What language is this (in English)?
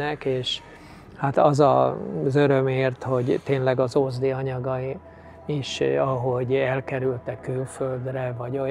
Hungarian